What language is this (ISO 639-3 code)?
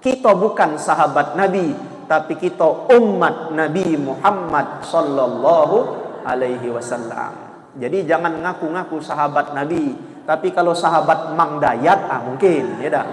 mui